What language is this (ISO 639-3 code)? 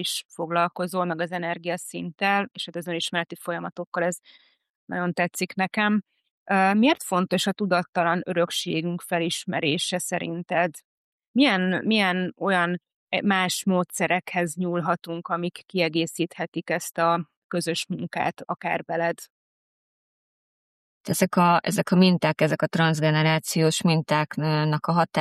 hun